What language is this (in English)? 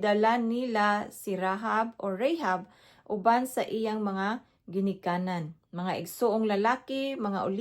Cebuano